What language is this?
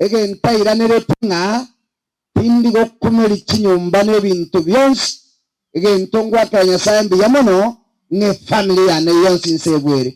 Gusii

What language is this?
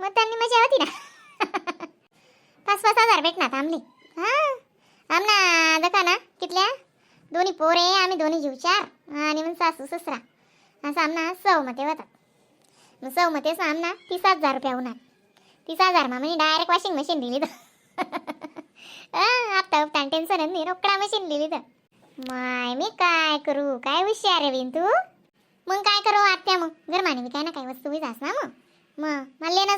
Khandesi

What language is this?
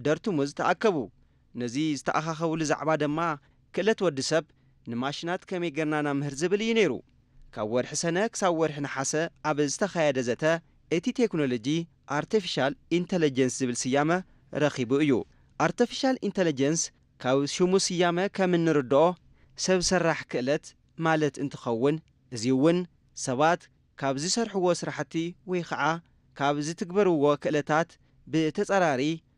Tigrinya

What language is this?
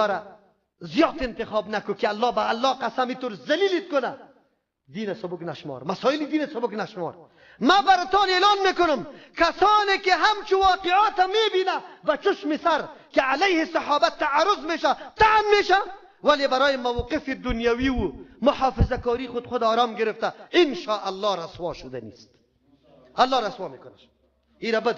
Persian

